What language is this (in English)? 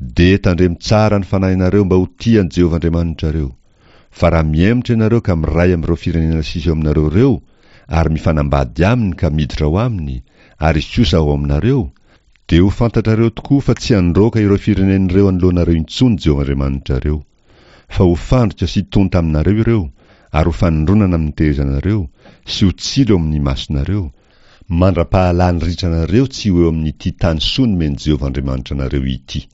Malagasy